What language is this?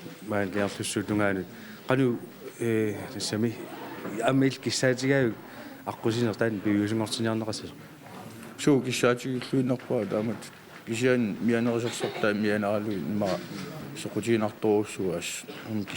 Kalaallisut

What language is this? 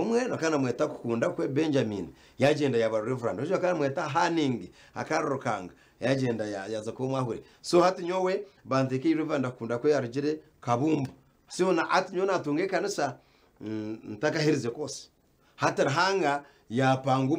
Nyankole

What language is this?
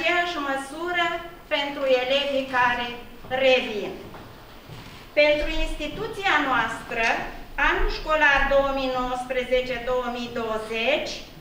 Romanian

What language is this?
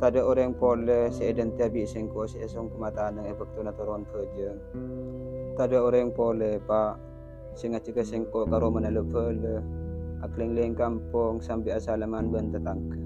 Madurese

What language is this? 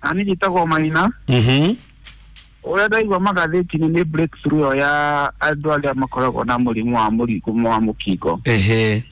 Kikuyu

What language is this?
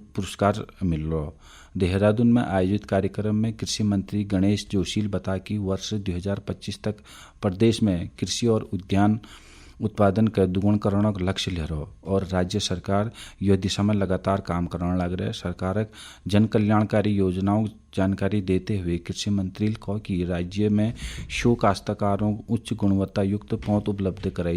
Garhwali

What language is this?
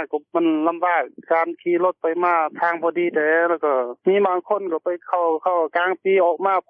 Lao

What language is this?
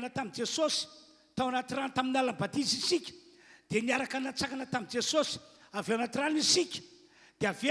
Malagasy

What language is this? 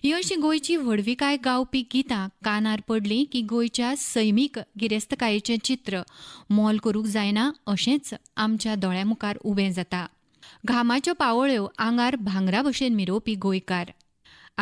Konkani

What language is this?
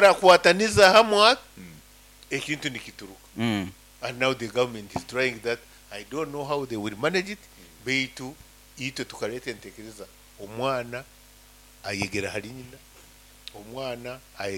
Nyankole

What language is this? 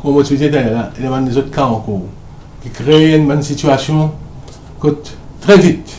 Morisyen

